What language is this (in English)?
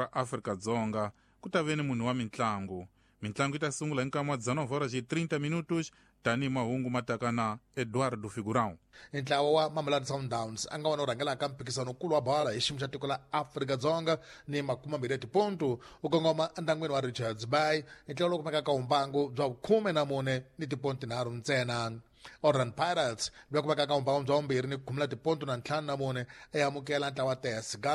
Tsonga